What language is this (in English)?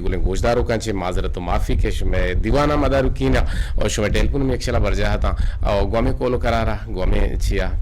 Eastern Balochi